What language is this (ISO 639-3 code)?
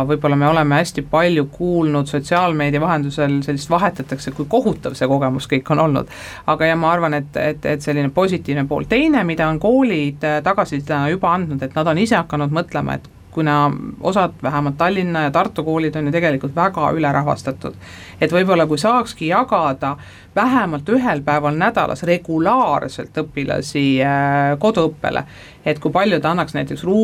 est